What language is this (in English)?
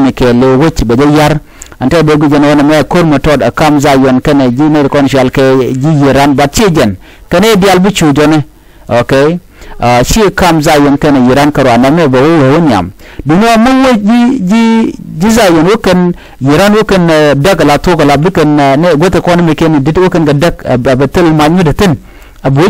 Nuer